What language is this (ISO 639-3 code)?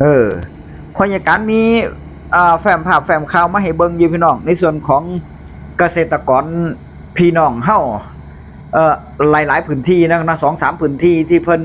tts